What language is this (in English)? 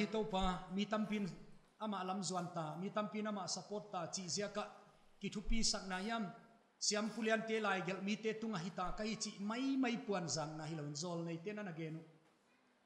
Paite Chin